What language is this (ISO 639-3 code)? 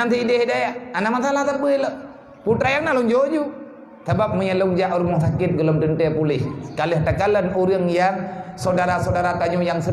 ace